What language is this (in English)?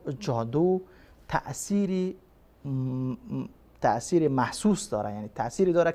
Persian